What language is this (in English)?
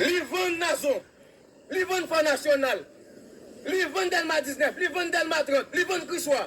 Haitian Creole